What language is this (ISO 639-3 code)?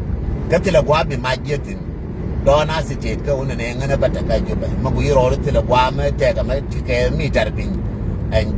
nus